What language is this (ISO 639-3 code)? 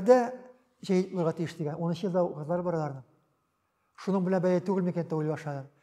tat